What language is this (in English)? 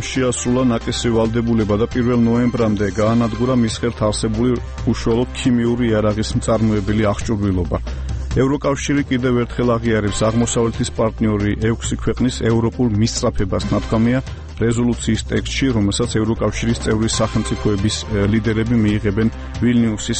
Georgian